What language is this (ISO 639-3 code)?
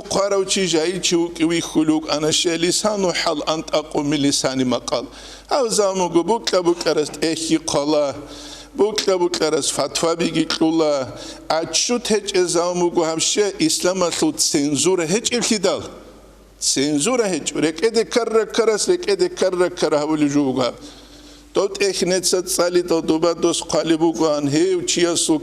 ava